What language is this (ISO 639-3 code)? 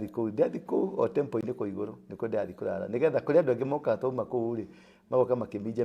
kik